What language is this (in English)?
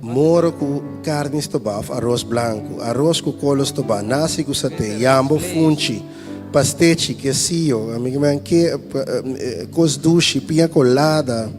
Papiamento